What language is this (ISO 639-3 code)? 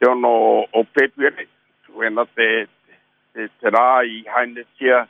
mri